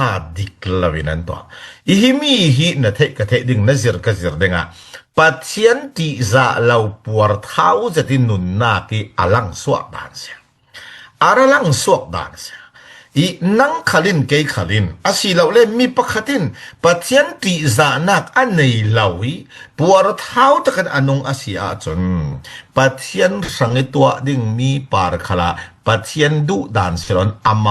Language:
Falam Chin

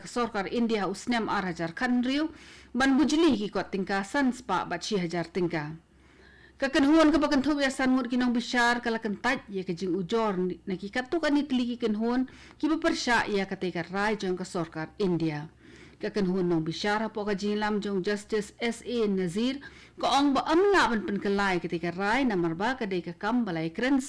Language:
Khasi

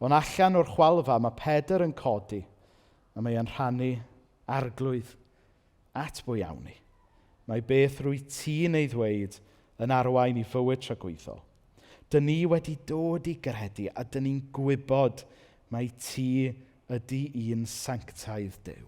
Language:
Welsh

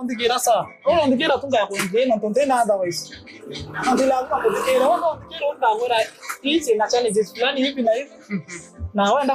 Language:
Meru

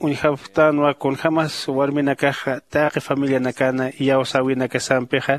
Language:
Aymara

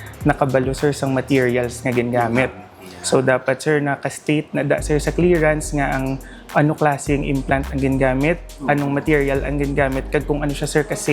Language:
Hiligaynon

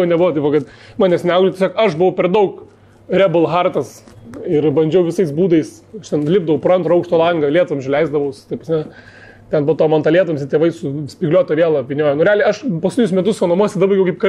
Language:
Lithuanian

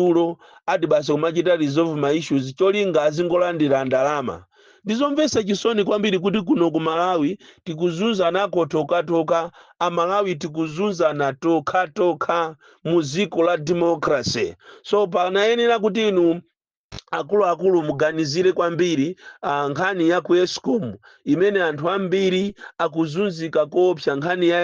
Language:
Nyanja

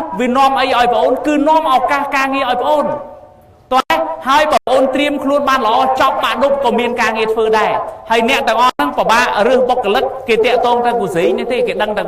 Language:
Khmer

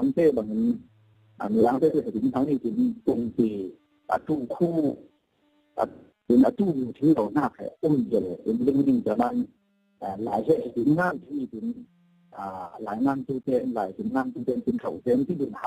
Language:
Falam Chin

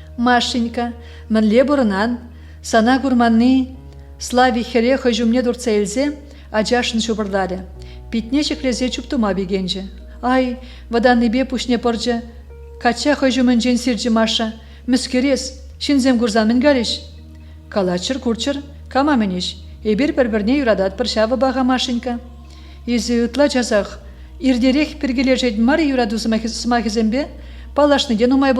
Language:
Chuvash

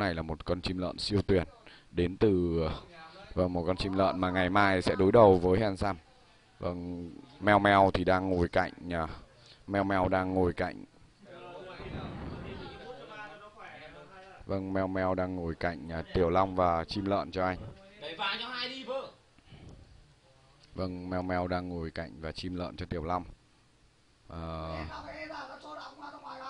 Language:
Vietnamese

